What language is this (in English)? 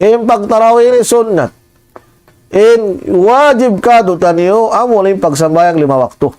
Tausug